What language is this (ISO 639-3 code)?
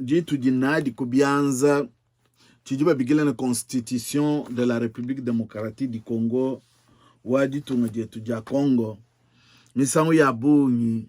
lua